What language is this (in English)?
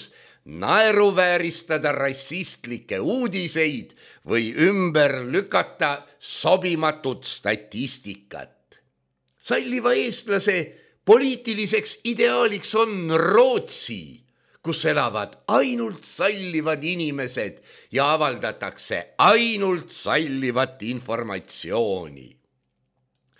Estonian